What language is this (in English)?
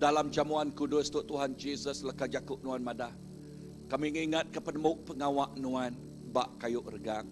Iban